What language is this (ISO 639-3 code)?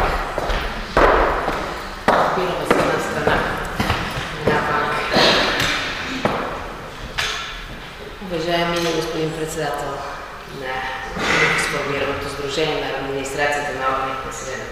bul